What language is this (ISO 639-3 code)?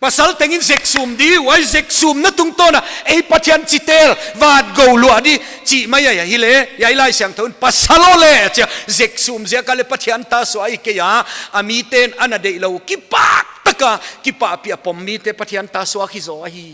pck